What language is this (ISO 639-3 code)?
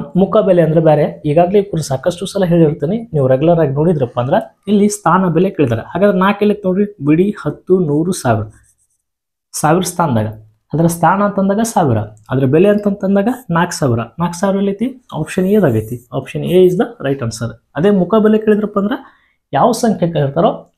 kan